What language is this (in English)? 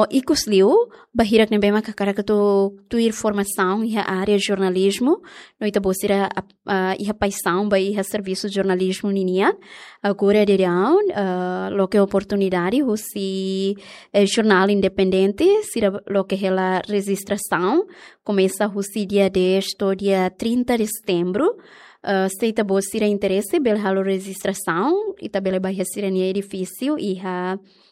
Tetum